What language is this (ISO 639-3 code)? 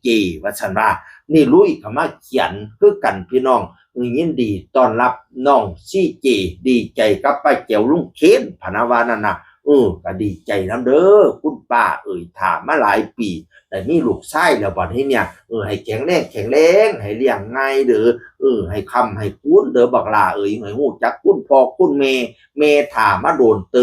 tts